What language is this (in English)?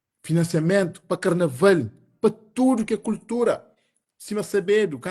Kabuverdianu